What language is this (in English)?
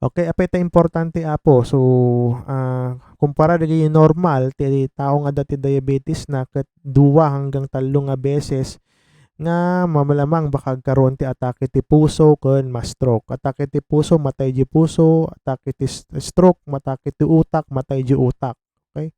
Iloko